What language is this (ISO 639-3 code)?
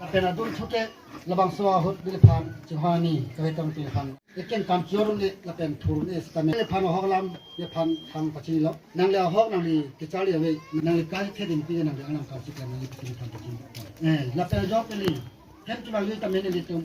mjw